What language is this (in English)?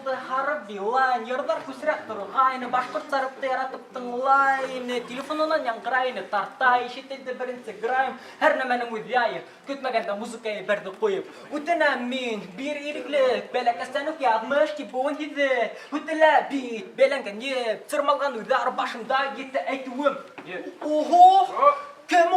Bashkir